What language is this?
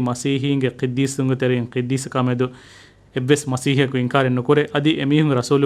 Divehi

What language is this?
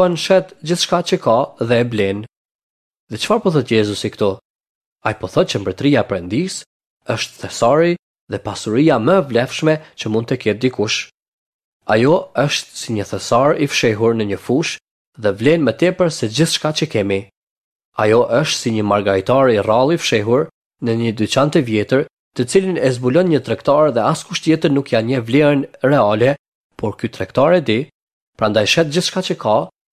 Albanian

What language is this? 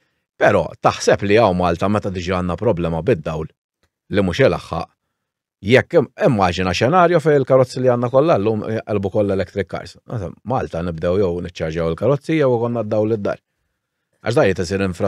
Maltese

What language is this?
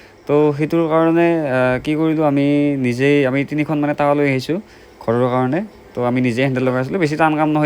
Assamese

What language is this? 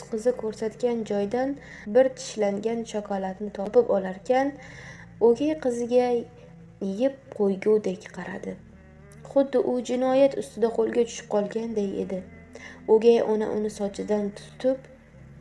Uzbek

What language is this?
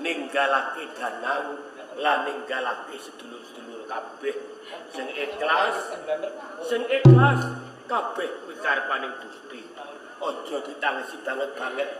Javanese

